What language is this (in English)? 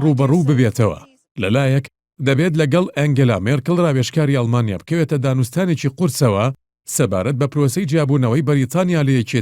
Central Kurdish